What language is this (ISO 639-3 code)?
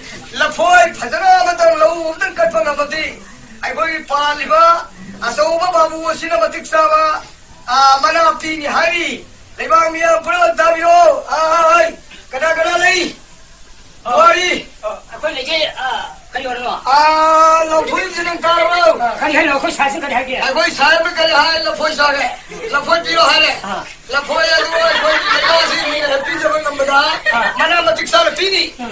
mni